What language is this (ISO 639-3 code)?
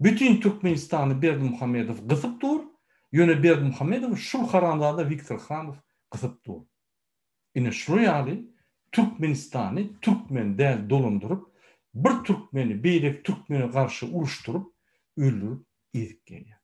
tuk